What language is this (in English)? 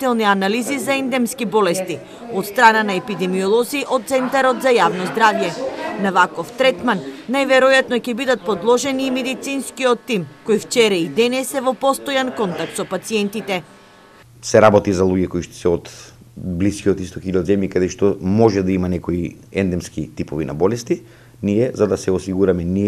Macedonian